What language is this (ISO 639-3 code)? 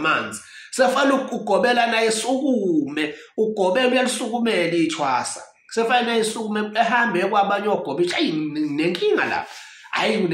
zul